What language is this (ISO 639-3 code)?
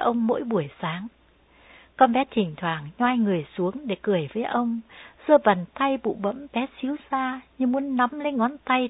vie